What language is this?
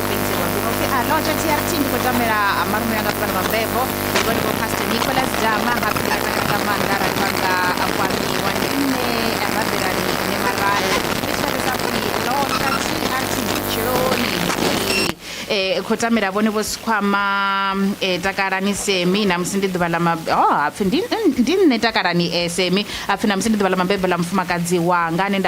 Venda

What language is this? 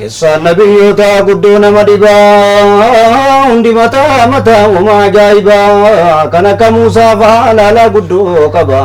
Oromo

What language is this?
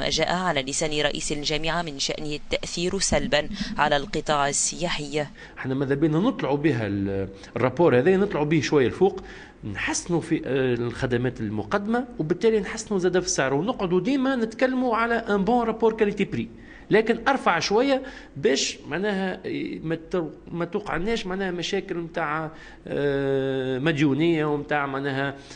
Tunisian Arabic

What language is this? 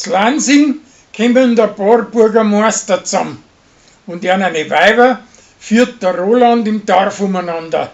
Bavarian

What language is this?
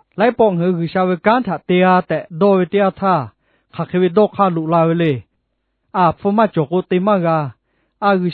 Lahu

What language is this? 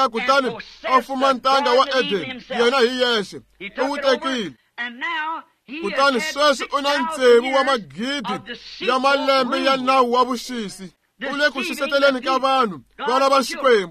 Tsonga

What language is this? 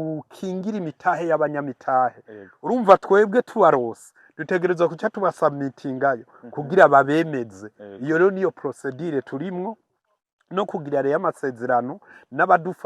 Rundi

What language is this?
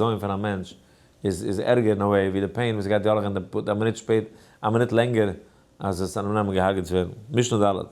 Yiddish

